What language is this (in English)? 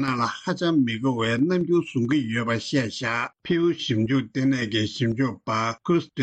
Tibetan